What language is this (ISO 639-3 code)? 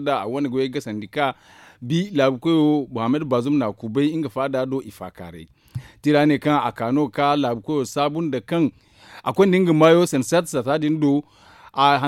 dje